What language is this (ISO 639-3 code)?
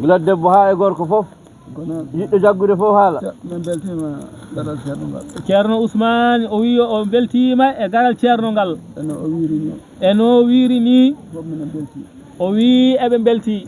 ful